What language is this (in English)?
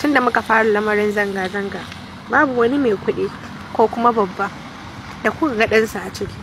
Hausa